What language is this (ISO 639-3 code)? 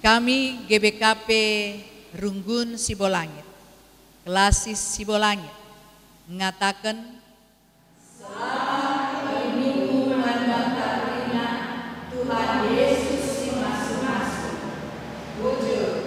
btx